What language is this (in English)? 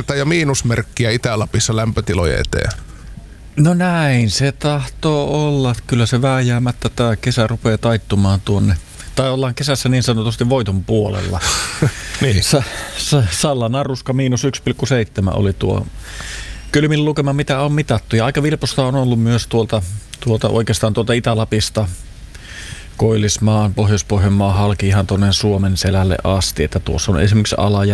Finnish